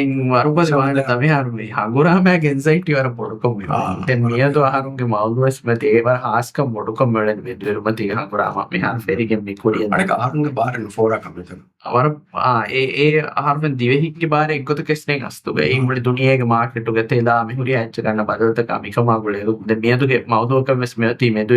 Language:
Divehi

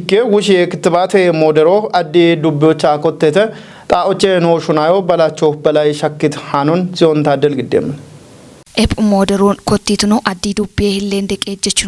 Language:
Kafa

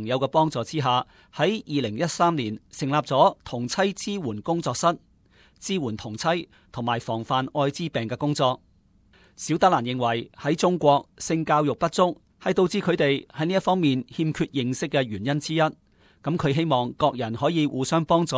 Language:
Cantonese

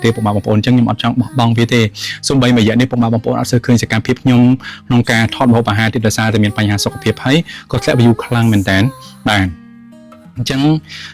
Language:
Khmer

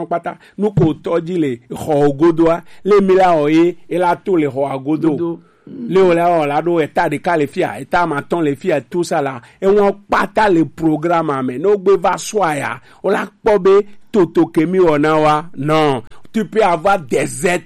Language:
Gen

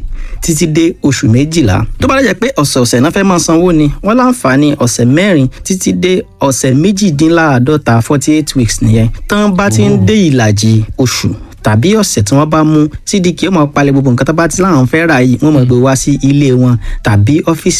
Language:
Yoruba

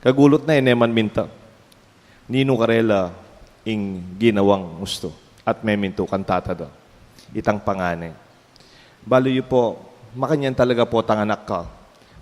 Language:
Pampanga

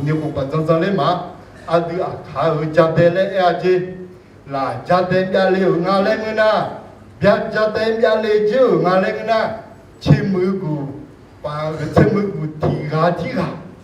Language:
Akha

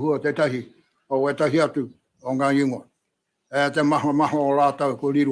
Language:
Māori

